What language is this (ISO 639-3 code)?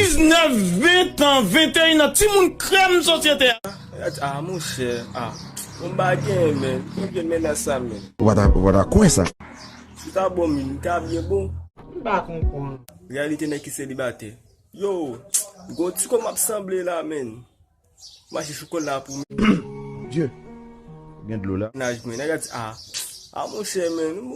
hat